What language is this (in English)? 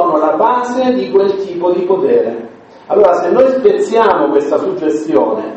Italian